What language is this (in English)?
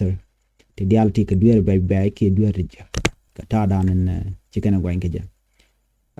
Nuer